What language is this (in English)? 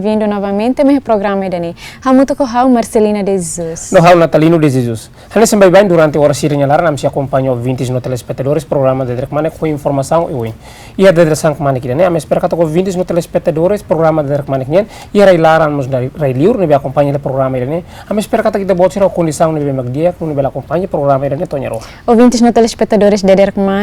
Tetum